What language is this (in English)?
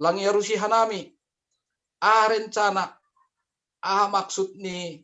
Batak Simalungun